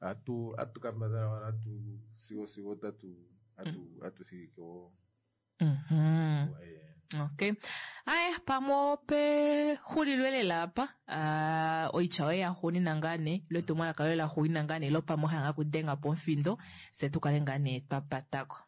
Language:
Kuanyama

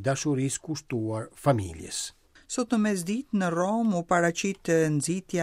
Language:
Albanian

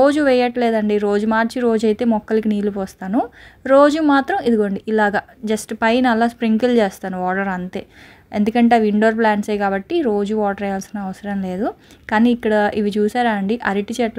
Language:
Telugu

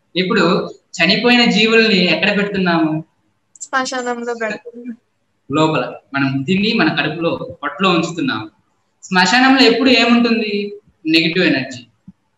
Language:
Telugu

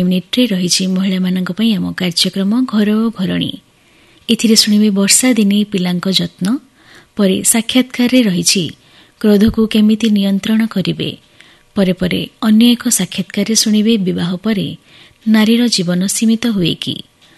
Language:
Odia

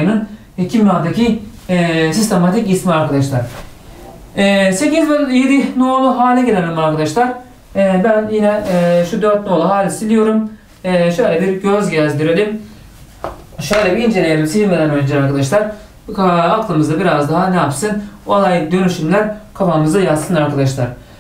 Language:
Turkish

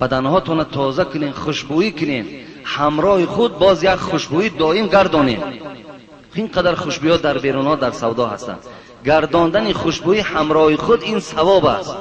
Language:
Tajik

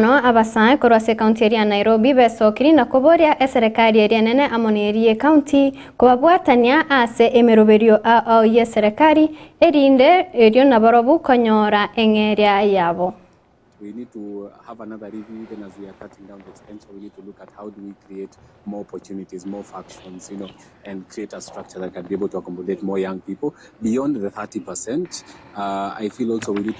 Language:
Gusii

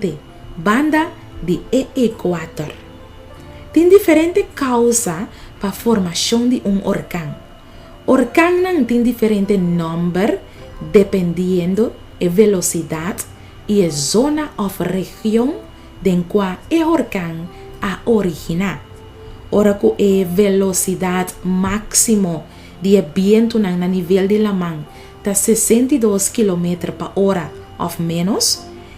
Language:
Papiamento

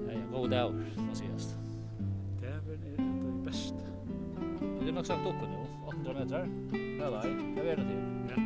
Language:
Faroese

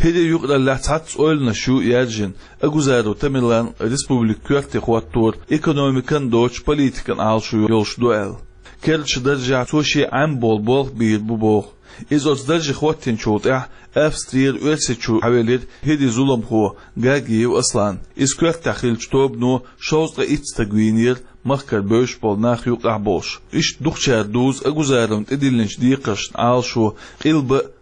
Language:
Chechen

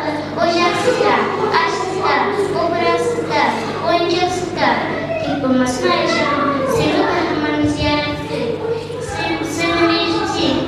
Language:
Kumyk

